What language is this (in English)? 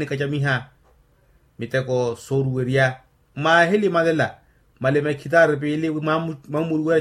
Makhuwa